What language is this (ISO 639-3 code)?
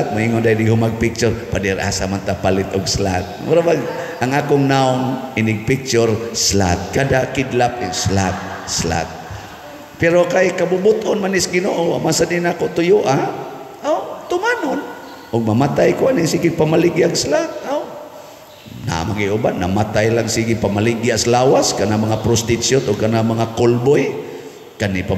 ceb